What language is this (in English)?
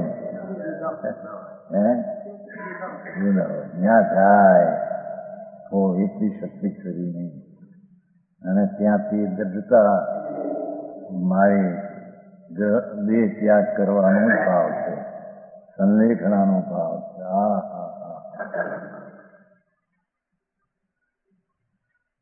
Gujarati